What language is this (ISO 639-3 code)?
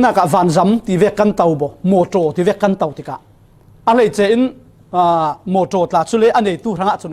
cfm